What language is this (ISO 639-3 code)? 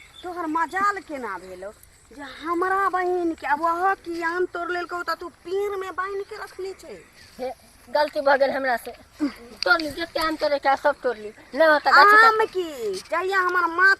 mai